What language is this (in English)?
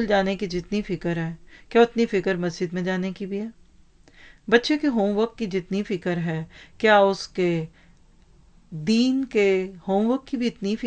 Urdu